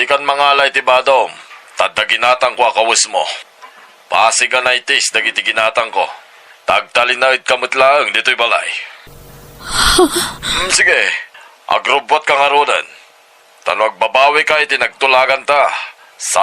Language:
Iloko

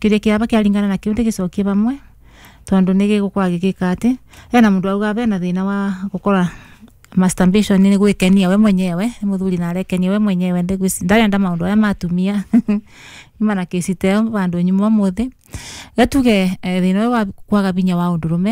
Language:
Kikuyu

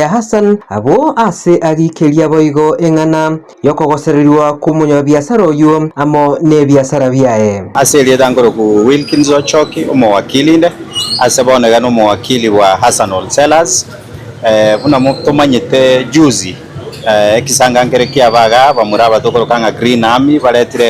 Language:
Gusii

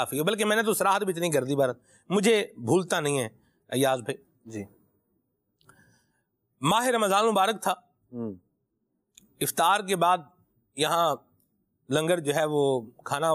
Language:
Urdu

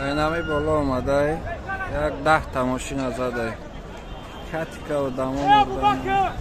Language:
Tajik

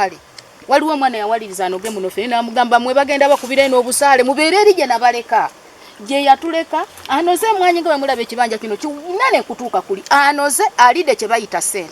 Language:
Ganda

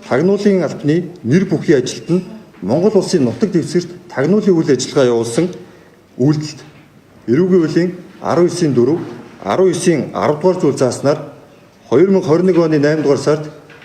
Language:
Mongolian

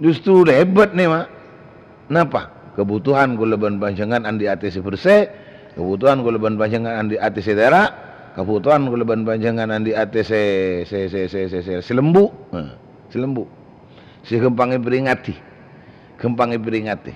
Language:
Madurese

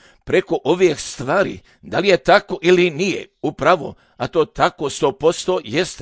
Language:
Serbian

